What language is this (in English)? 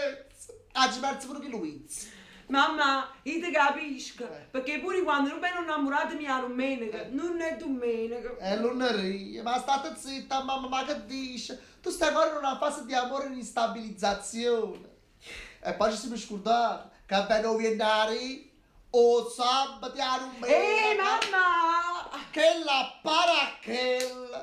Neapolitan